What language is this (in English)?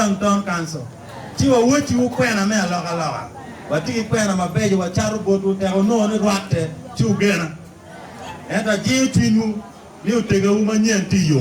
Acoli